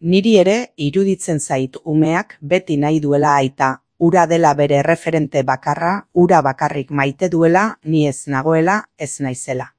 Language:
Basque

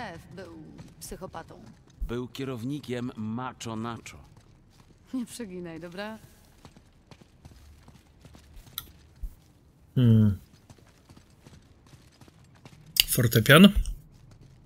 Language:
Polish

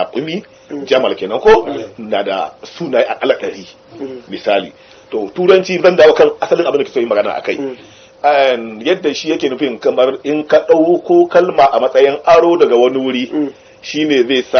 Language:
Hausa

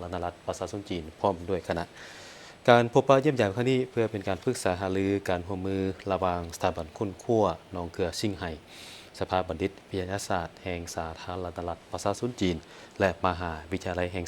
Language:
Lao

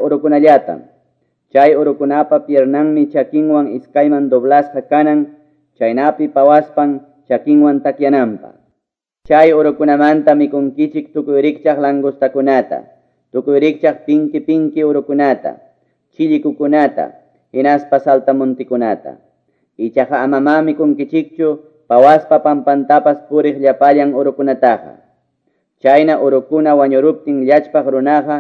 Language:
Quechua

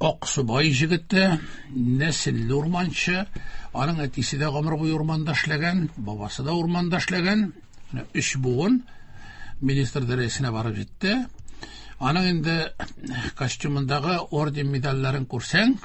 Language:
Tatar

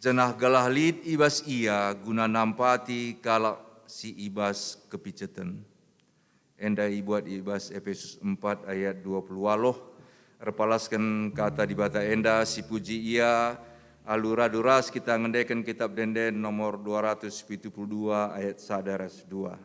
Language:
Batak Karo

